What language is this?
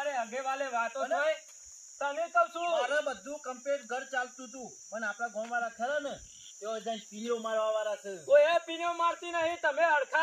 Gujarati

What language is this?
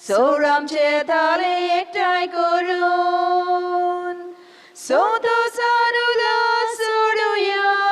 Konkani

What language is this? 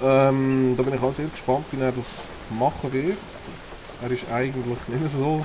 Swiss German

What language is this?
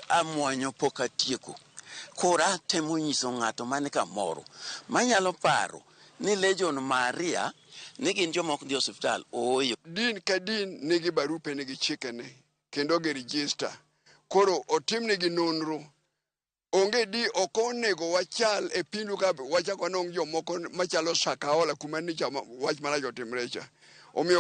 Luo (Kenya and Tanzania)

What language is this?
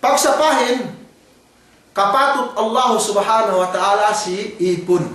Yakan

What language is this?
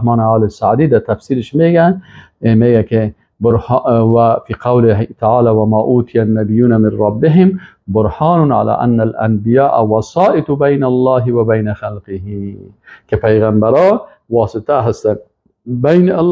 Persian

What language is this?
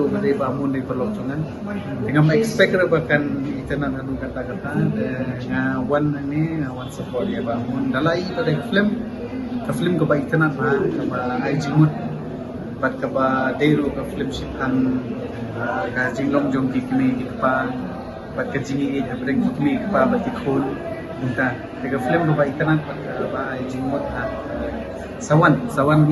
Khasi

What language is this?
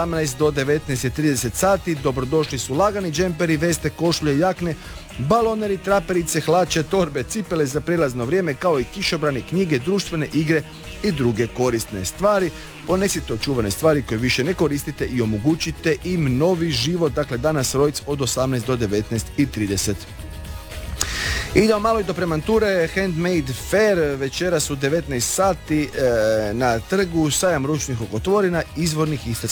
Croatian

